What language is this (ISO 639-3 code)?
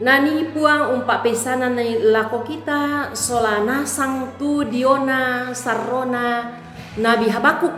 sda